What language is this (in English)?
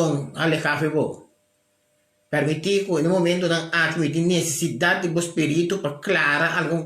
Papiamento